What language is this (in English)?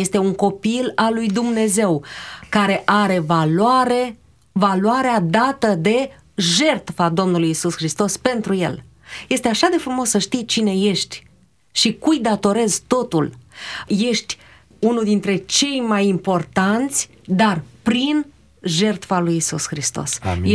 Romanian